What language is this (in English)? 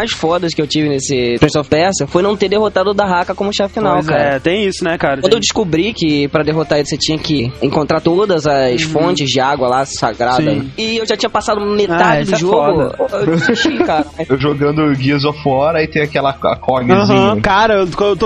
Portuguese